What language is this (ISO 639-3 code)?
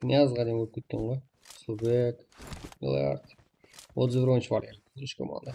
kaa